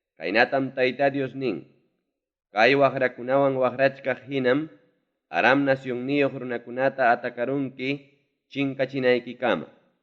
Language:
Ayacucho Quechua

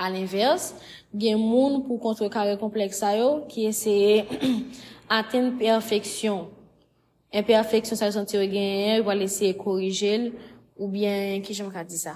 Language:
Haitian Creole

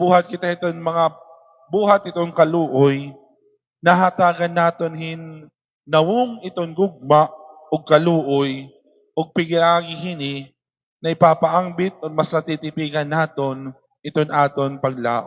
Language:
Waray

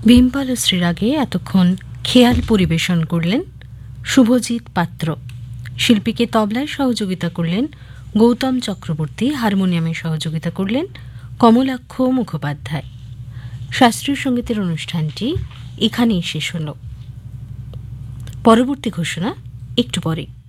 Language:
Bangla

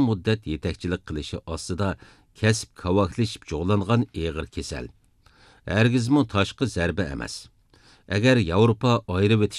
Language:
Uyghur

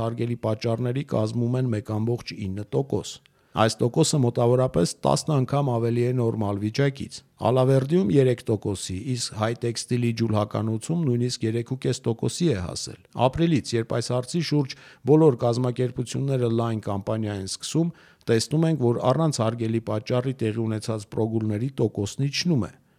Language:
Armenian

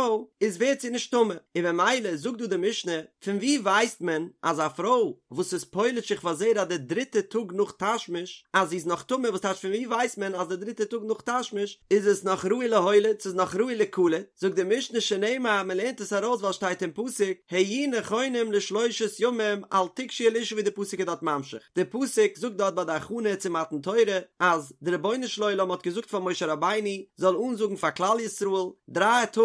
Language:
Yiddish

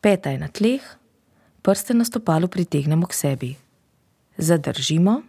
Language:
Slovenian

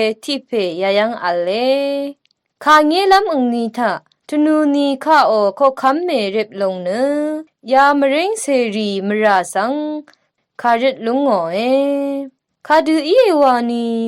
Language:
Rawang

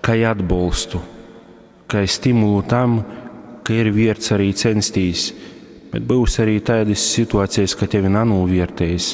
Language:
Latgalian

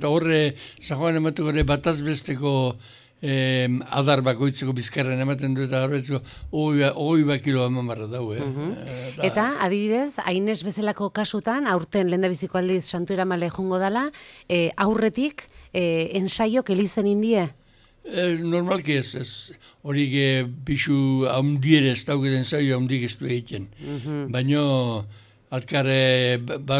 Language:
Basque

